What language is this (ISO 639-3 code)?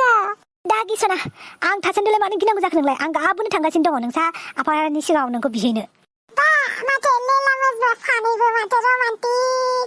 brx